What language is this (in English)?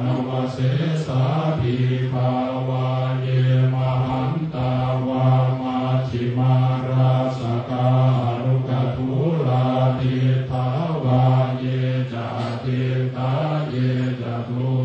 Pali